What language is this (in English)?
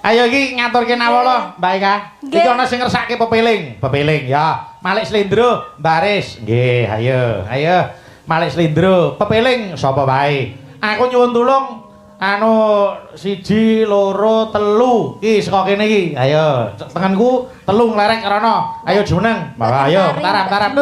Javanese